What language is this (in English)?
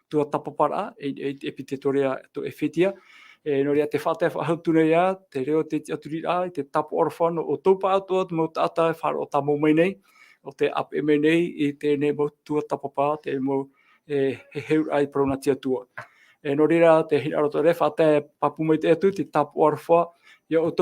Tahitian